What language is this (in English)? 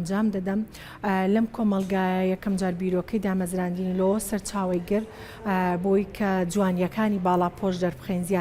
Central Kurdish